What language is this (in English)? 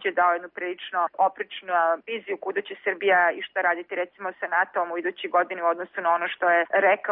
Serbian